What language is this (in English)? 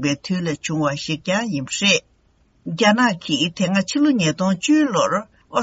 Tibetan